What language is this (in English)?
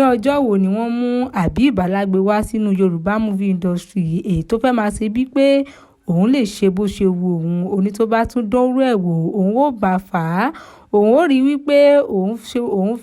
Yoruba